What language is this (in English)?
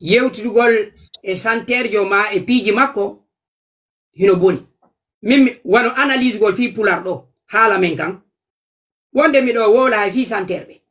Fula